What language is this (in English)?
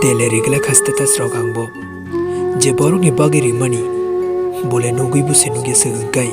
Kok Borok